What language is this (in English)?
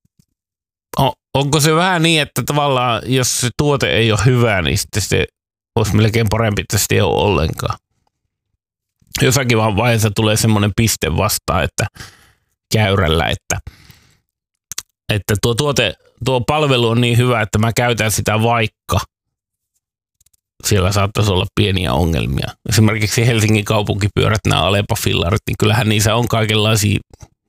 Finnish